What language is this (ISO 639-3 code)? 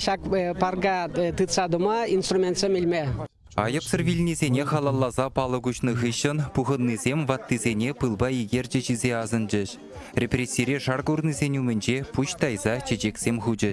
chv